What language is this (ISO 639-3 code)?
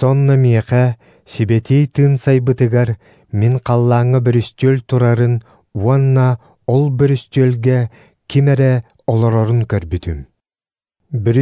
sah